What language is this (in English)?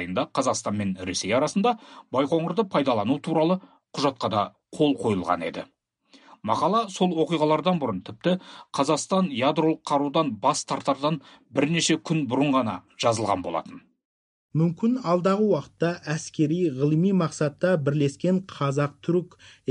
Kazakh